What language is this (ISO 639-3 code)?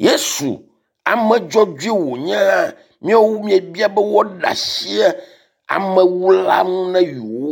ewe